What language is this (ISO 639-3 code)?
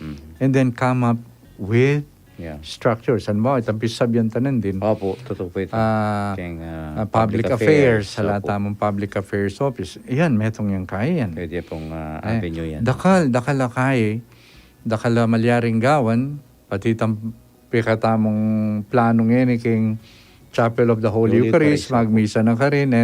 pam